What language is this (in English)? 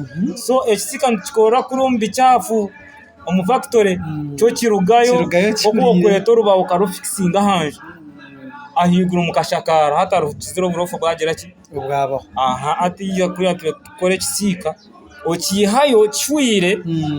Nyankole